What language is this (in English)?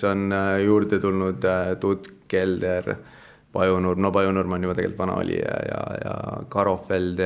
Estonian